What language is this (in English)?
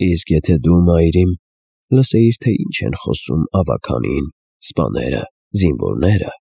Armenian